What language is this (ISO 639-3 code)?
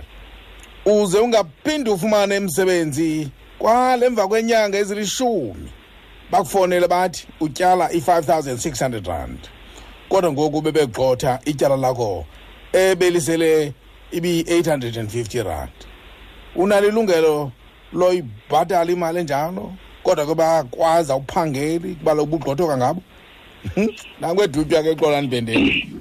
xho